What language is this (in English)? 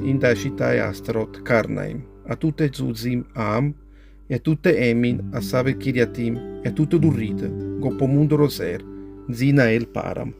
Neapolitan